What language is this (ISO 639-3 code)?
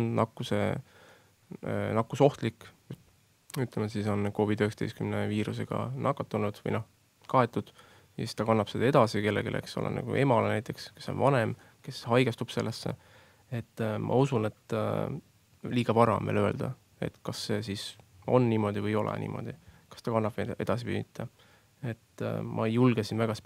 est